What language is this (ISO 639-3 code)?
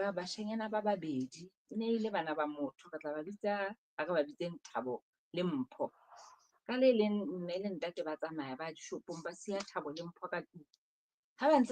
sot